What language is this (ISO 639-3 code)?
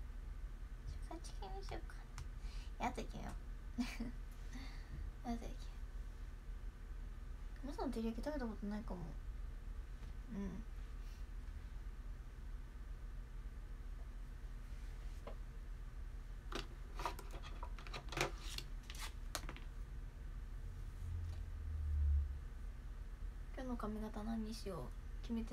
jpn